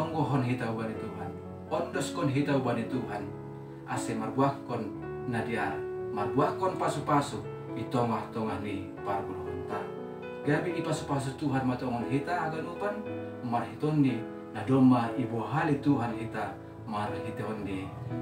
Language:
Batak Simalungun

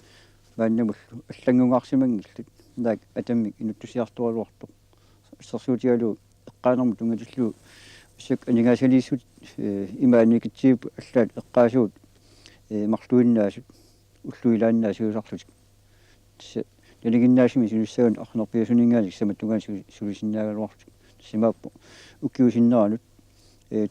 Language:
Kalaallisut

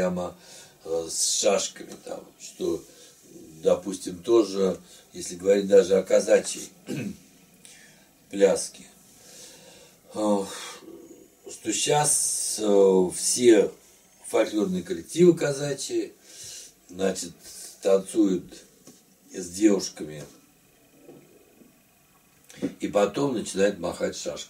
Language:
Russian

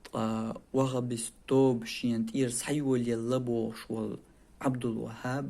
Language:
Chechen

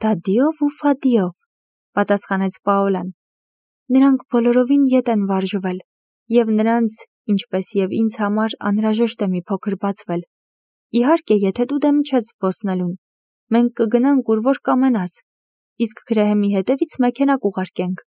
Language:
Armenian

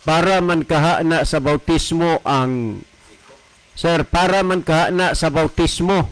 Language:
Cebuano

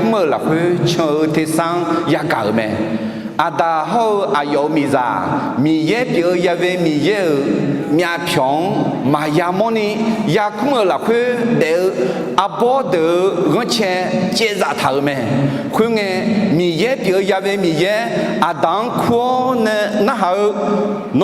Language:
Akha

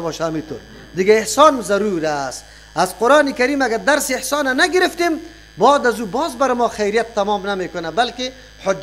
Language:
Persian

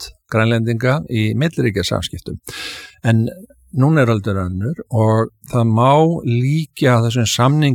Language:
Icelandic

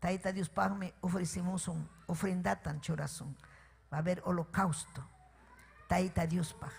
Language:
Ayacucho Quechua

